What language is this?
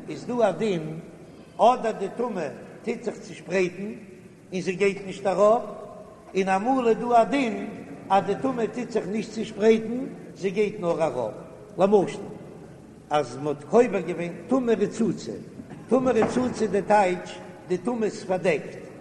Yiddish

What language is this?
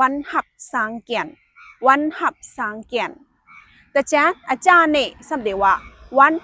Shan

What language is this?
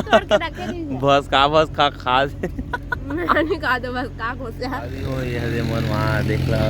Chhattisgarhi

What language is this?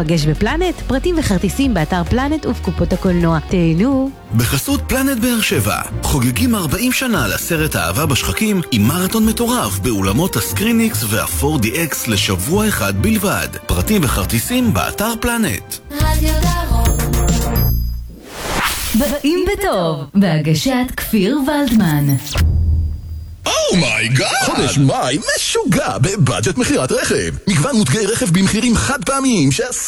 Hebrew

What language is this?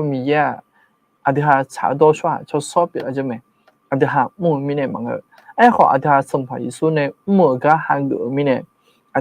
Akha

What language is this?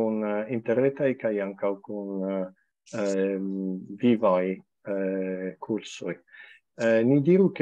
Esperanto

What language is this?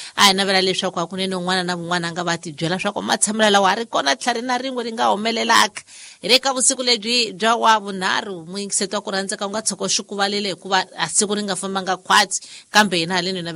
Tsonga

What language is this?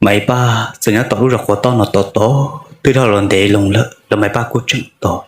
Hmong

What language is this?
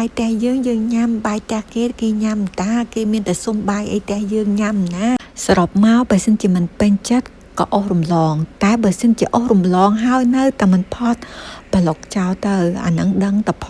Khmer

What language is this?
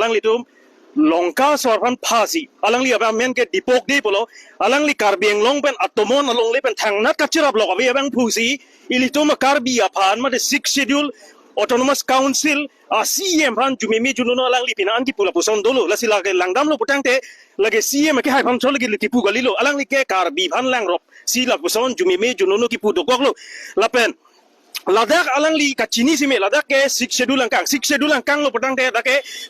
Karbi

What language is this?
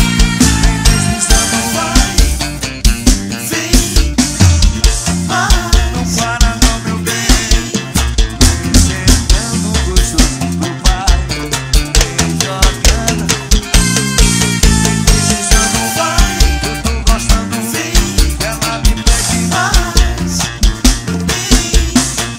Portuguese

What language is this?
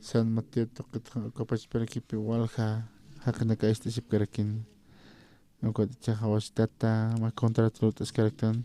Aymara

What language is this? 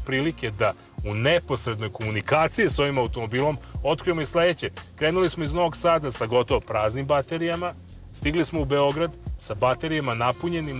Serbian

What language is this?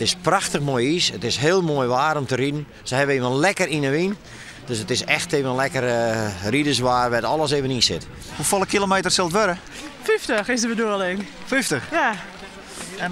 Western Frisian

